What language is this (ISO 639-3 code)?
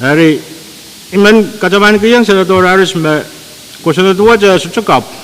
pon